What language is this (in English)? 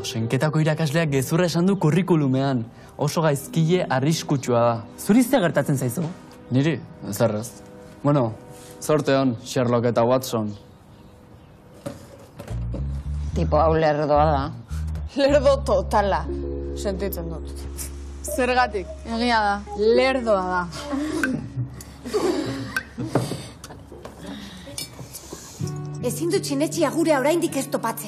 Basque